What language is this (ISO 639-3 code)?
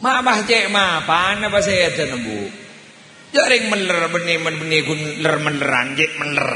mad